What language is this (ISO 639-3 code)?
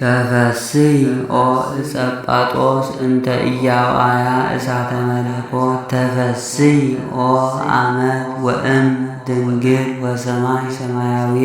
gez